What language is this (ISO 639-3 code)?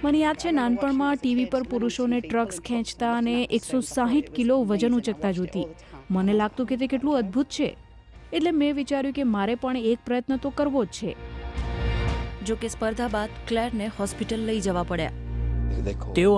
guj